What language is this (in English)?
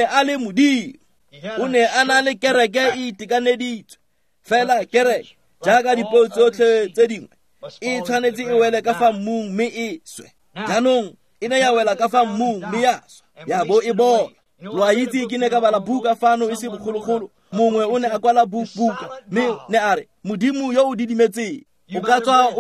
Tswana